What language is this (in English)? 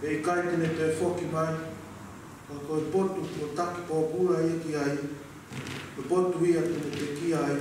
Tongan